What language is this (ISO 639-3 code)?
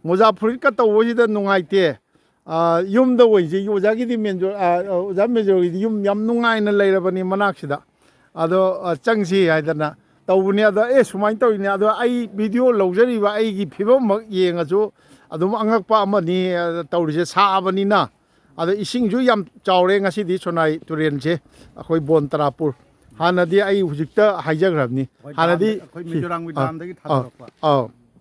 mni